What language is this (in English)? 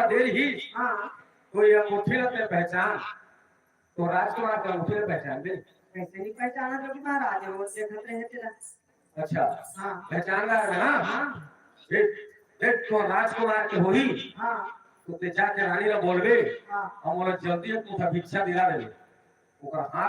Chhattisgarhi